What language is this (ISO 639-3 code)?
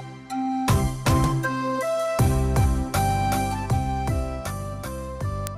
hmr